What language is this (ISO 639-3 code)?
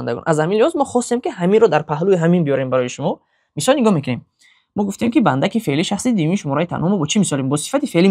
tgk